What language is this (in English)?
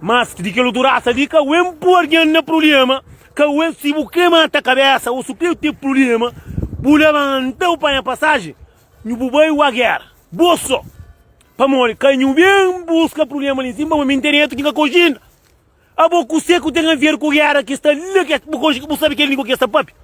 Kabuverdianu